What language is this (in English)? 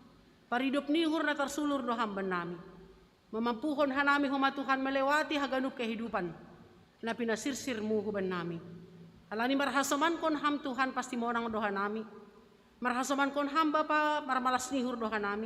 Batak Simalungun